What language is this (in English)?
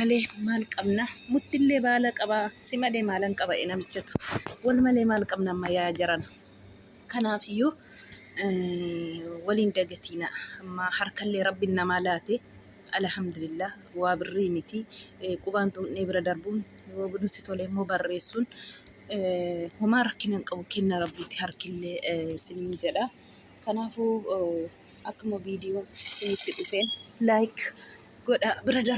Oromo